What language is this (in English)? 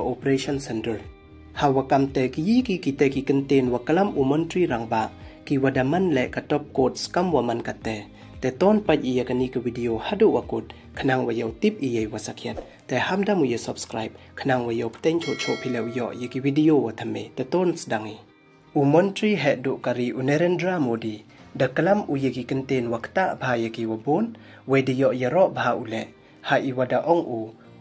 Pnar